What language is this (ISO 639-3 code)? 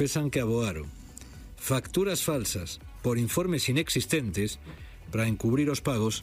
glg